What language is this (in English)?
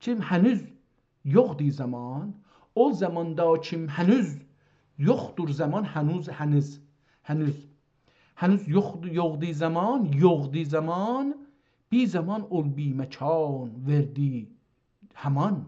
South Azerbaijani